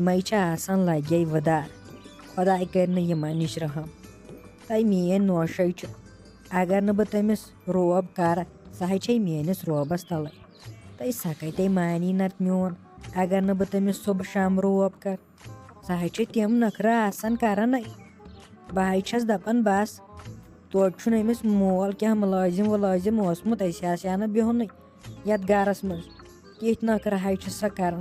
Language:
Kashmiri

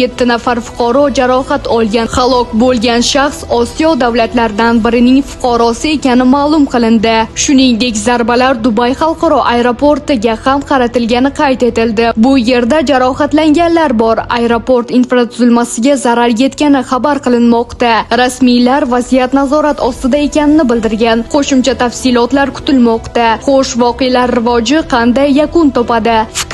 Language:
Uzbek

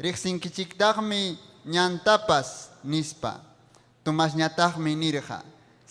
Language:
Ayacucho Quechua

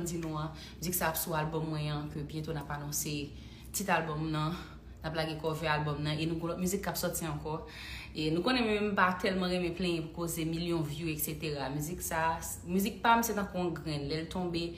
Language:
Haitian Creole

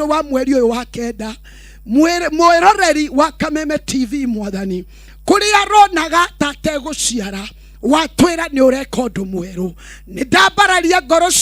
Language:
Kikuyu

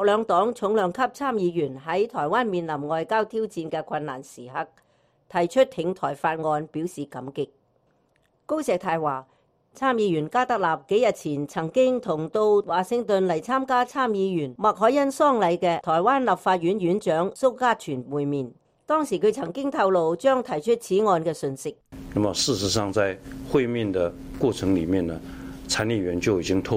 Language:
Cantonese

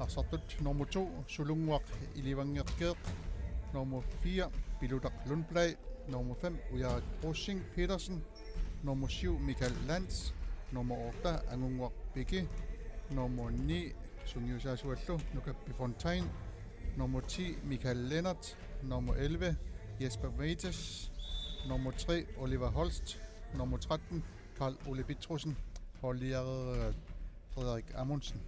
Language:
Kalaallisut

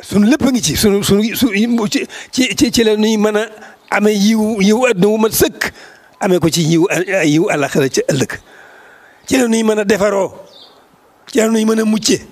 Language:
Wolof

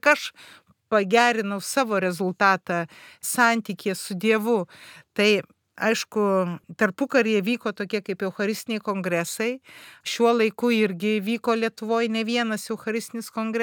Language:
Lithuanian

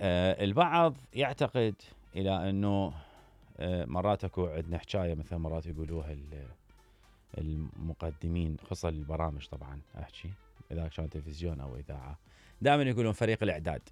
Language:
Mesopotamian Arabic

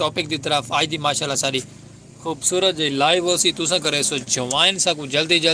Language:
Saraiki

